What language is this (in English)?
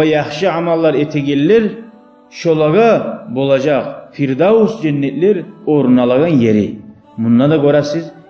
Kumyk